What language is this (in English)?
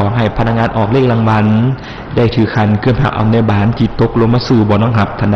Lao